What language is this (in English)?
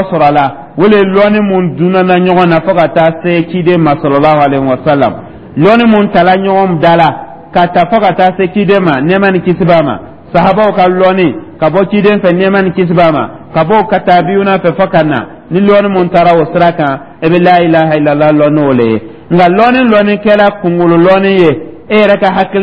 Dyula